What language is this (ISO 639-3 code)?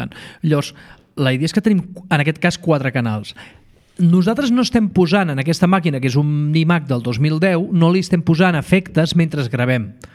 cat